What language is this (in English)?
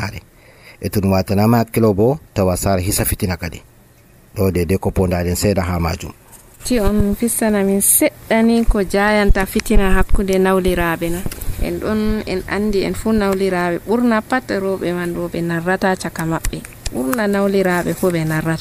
Nigerian Fulfulde